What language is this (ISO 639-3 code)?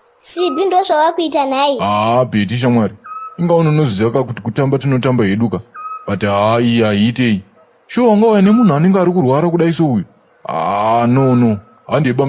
sna